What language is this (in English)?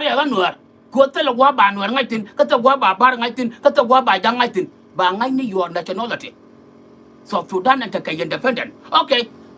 Nuer